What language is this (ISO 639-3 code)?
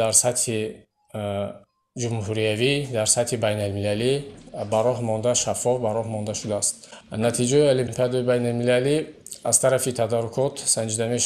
tgk